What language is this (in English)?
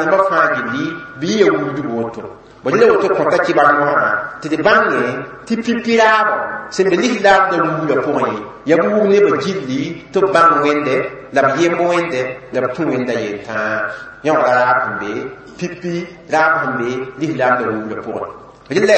Mossi